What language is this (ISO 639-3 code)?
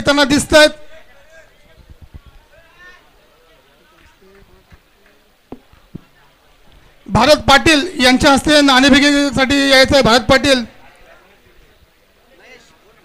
mar